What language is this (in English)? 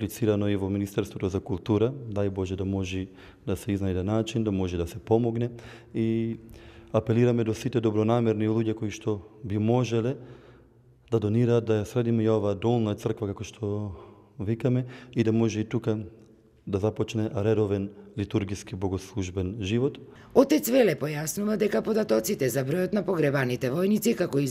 Macedonian